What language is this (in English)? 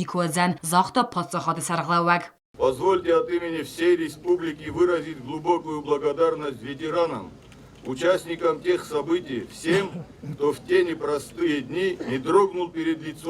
Ossetic